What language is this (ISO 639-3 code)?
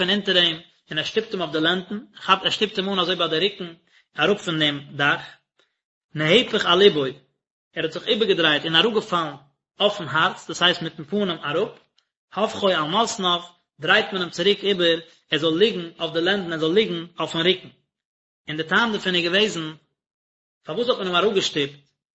yid